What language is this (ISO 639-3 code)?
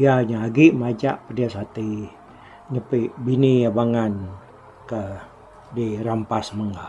iba